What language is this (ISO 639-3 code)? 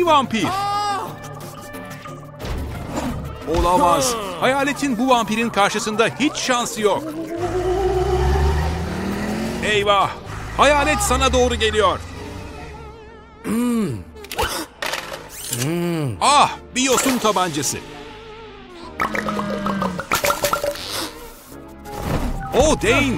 tur